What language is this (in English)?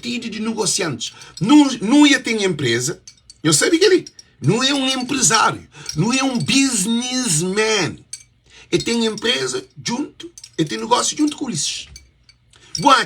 Kabuverdianu